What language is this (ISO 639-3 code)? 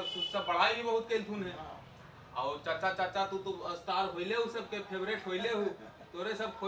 mag